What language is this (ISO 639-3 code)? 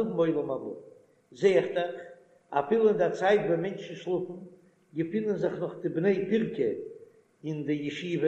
yid